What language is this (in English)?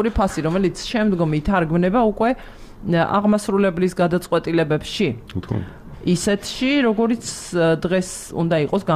Georgian